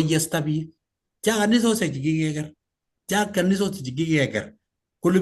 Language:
Kalenjin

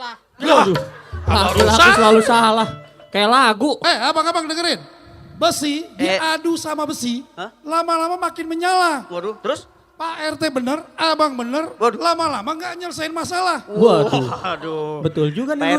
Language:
Betawi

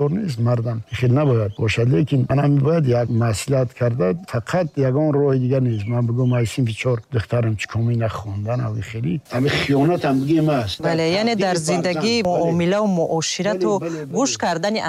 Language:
Tajik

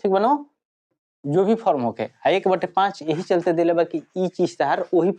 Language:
Bhojpuri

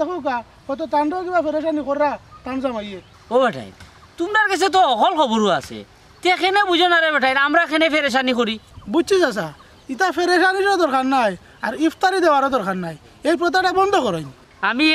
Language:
Sylheti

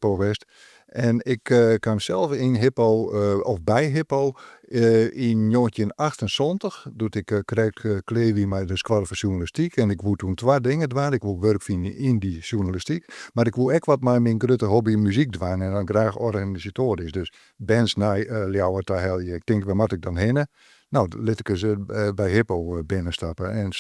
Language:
Western Frisian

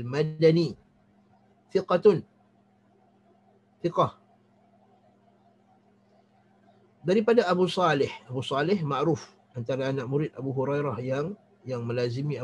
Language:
Malay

